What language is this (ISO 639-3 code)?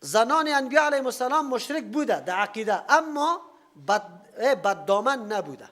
fas